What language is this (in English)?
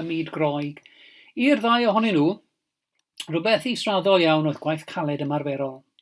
Welsh